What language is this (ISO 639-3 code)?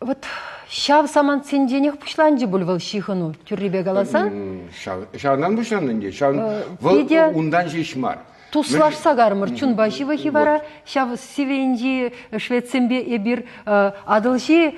chv